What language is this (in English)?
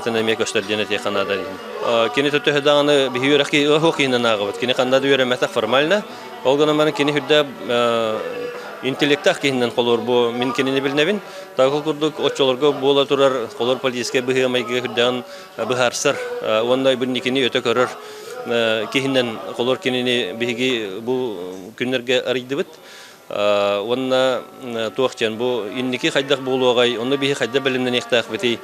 Yakut